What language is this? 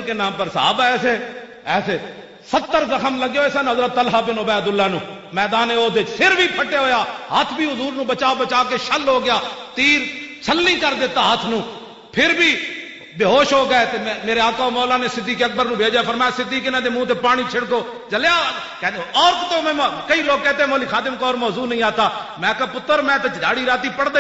Western Panjabi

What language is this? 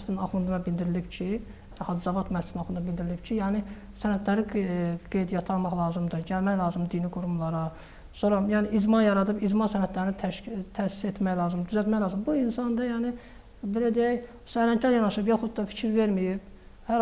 Azerbaijani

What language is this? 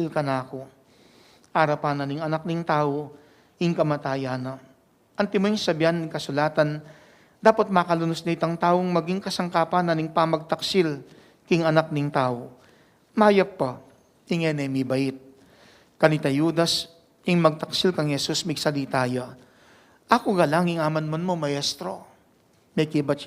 Pampanga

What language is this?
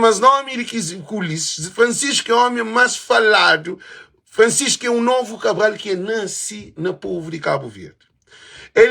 Kabuverdianu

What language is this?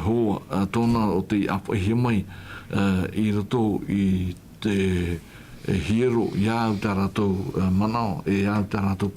Tahitian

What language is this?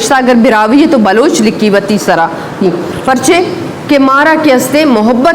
Eastern Balochi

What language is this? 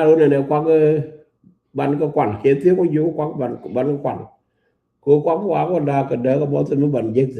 Nuer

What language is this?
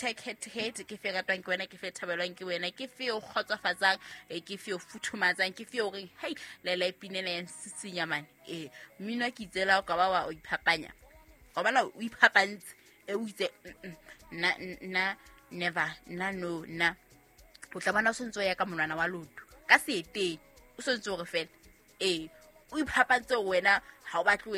Southern Sotho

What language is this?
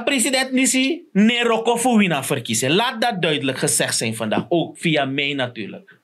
Sranan Tongo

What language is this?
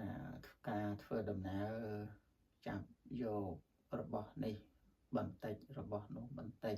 Khmer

